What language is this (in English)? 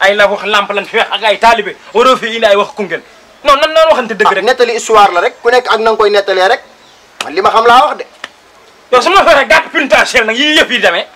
Wolof